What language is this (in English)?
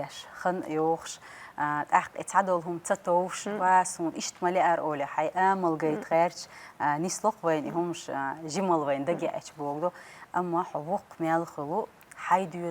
Chechen